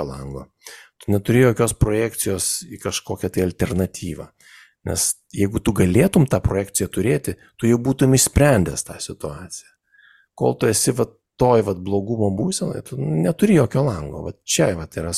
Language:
Lithuanian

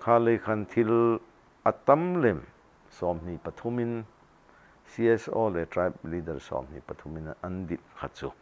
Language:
Hmar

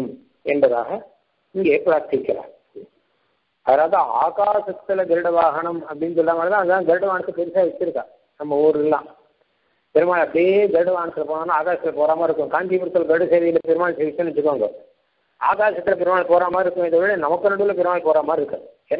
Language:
Tamil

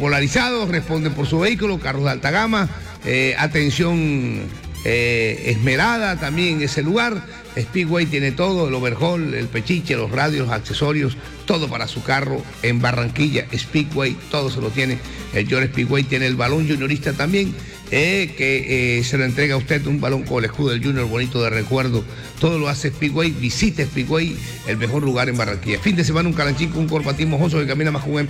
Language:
Spanish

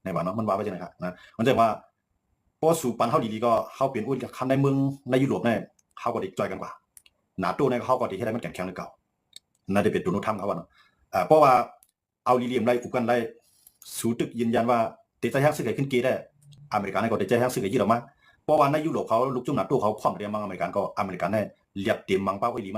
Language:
Shan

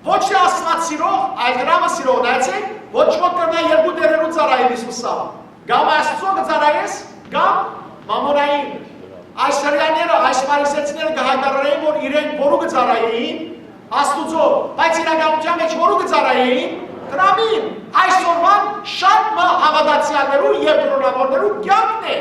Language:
Western Armenian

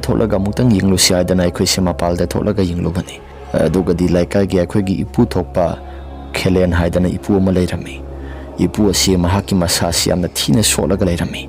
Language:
Manipuri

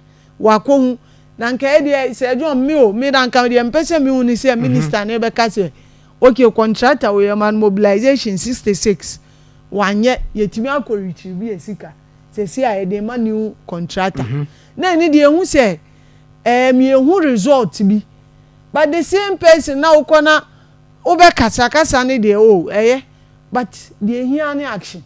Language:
Akan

